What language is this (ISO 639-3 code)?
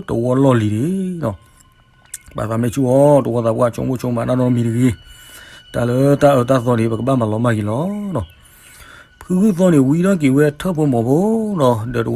ksw